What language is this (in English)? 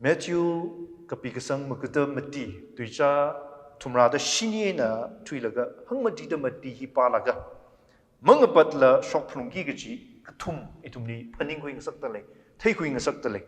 Tangkhul Naga (India)